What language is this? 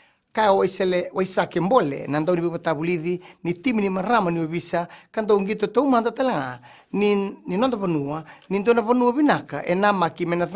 Fijian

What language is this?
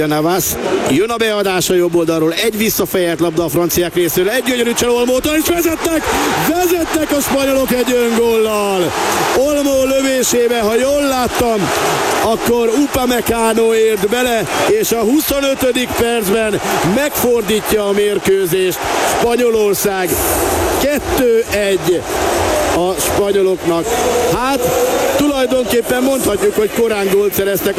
Hungarian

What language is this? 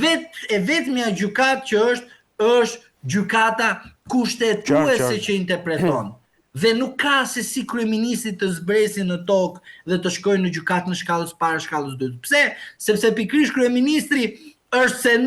Albanian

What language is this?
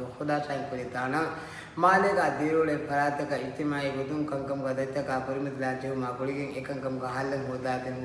Divehi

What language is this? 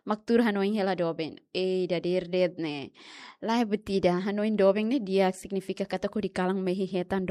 Tetum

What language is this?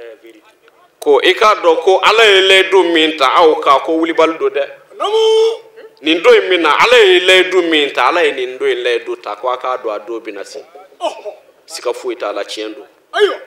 Bambara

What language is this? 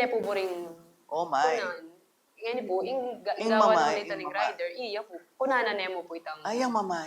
Pampanga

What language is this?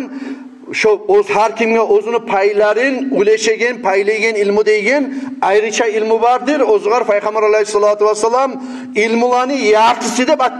Kumyk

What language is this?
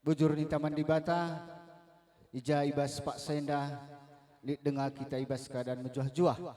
Batak Karo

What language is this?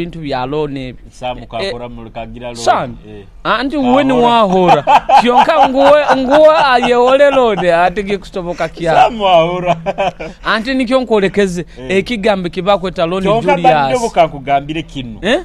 Nyoro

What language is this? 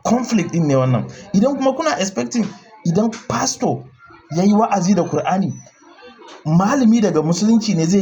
Hausa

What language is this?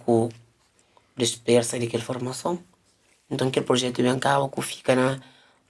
Kabuverdianu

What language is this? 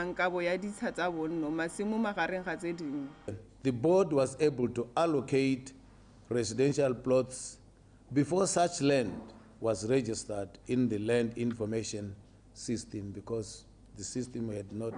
Tswana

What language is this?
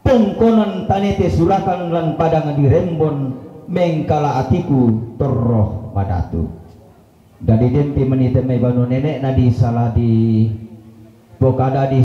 Toraja-Sa'dan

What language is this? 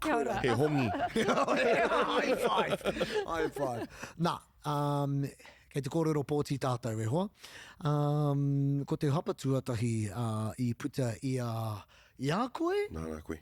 Māori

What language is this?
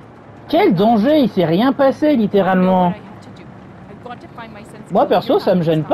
French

